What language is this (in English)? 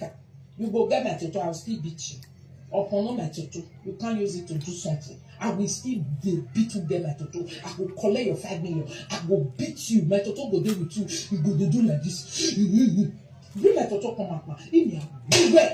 Nigerian Pidgin